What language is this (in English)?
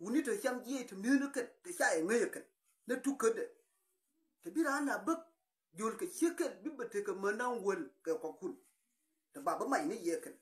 Nuer